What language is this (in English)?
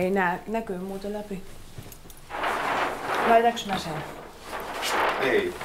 Finnish